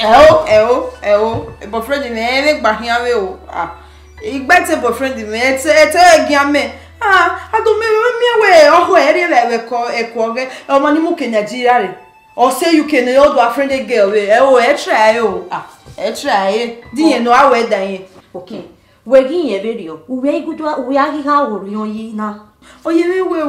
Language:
Bini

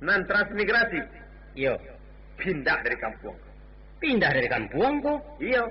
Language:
Minangkabau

